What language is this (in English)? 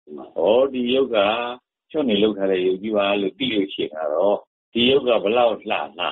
Burmese